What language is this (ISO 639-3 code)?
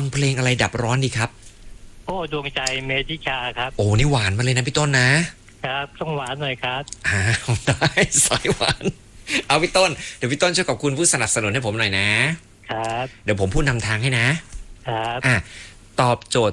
tha